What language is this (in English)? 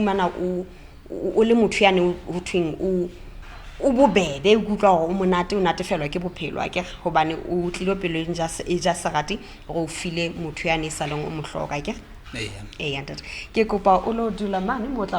Southern Sotho